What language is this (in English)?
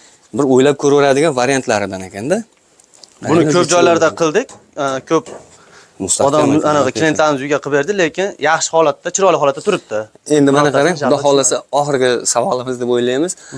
Uzbek